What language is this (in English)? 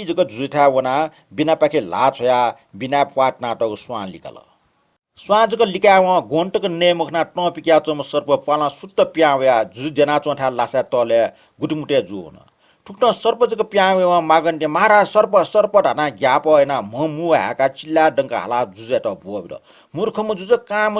Newari